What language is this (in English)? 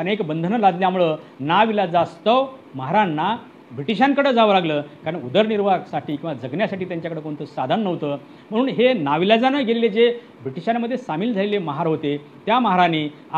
Marathi